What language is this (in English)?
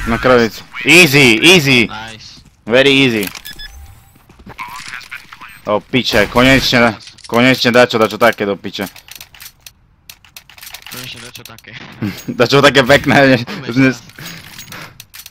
Slovak